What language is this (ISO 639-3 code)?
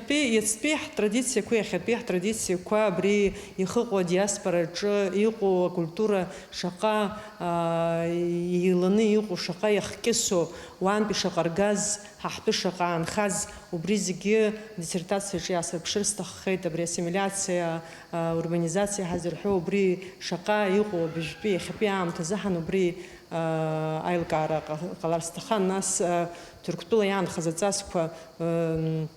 abk